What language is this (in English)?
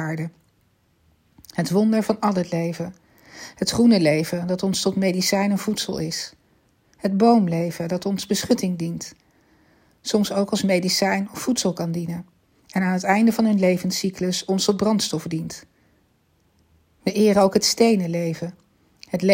Dutch